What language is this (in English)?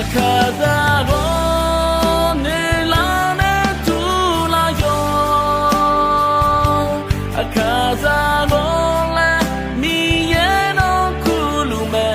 Akha